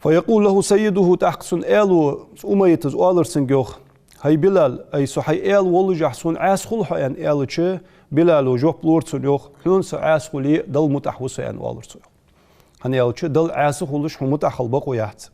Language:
Ingush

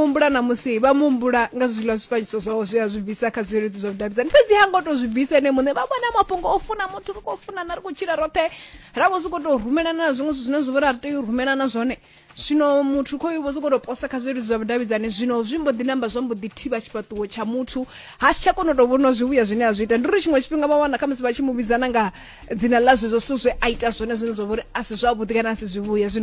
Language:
Venda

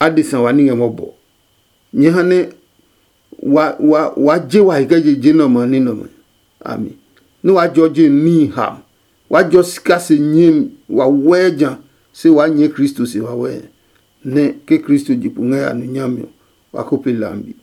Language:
Adangme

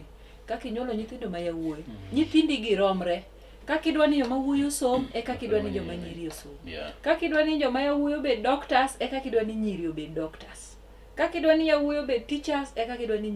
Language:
Luo (Kenya and Tanzania)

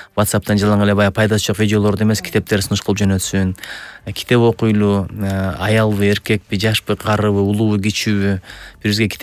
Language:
Kyrgyz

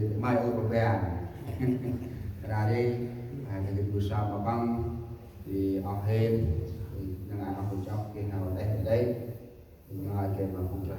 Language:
Central Mnong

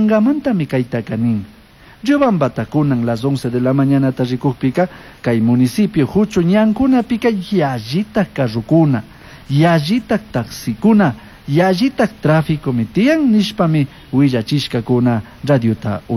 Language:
Chimborazo Highland Quichua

